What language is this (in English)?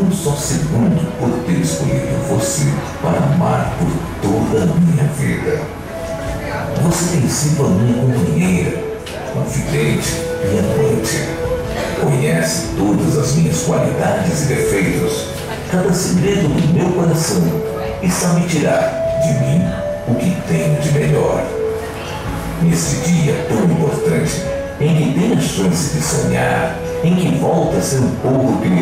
Portuguese